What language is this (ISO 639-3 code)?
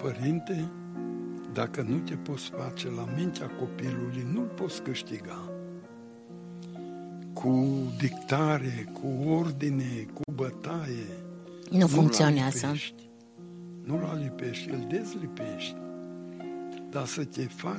ron